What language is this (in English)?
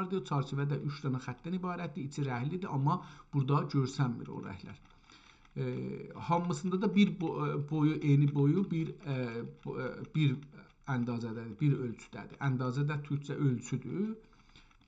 South Azerbaijani